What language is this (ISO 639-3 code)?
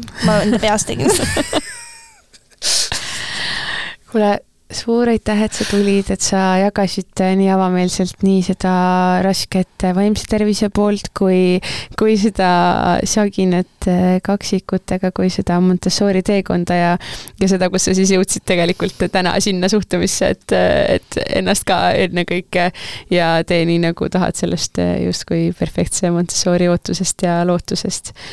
est